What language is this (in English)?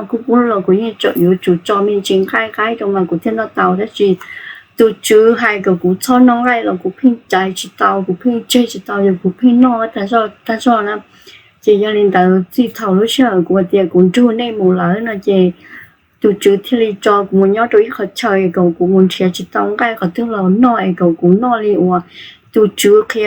Hmong